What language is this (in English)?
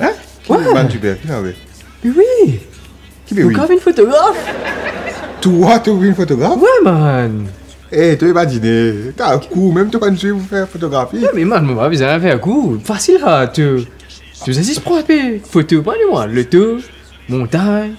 Morisyen